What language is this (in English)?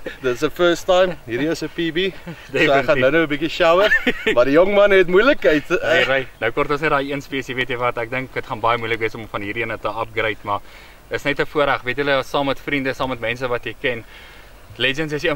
Afrikaans